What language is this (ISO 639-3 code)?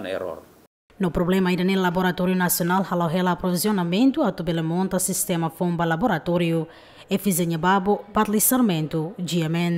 tet